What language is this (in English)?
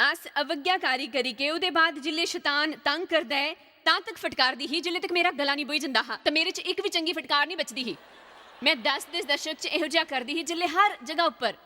Dogri